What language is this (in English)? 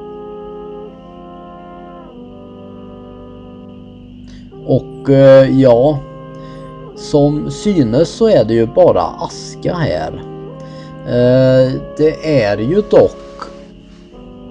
Swedish